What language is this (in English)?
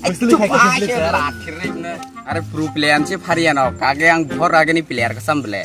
Kok Borok